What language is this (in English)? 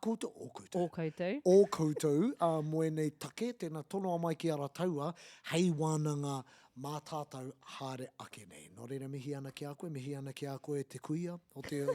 Māori